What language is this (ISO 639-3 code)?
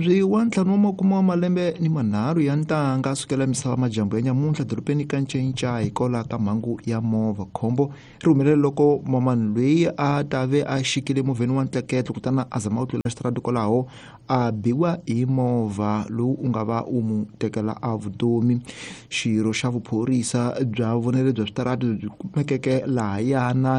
tso